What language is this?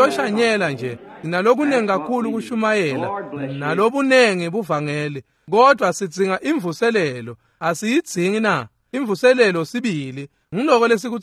Swati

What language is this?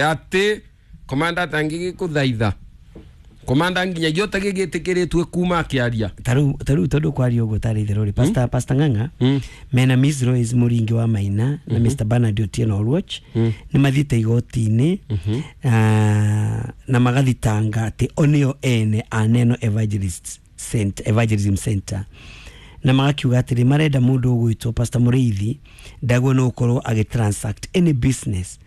Kikuyu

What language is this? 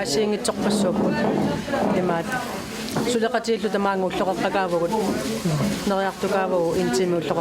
Kalaallisut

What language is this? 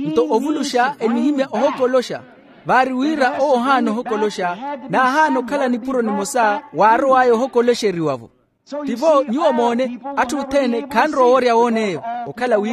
Makhuwa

